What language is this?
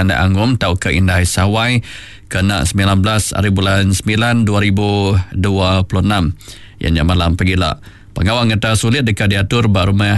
Iban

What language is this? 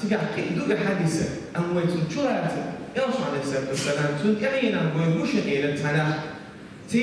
Chechen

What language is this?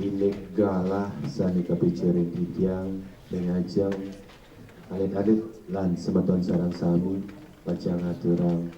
Balinese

